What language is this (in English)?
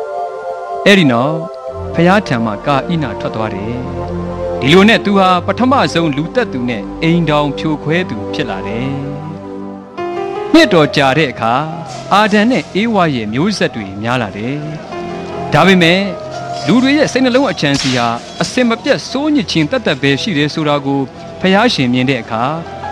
Burmese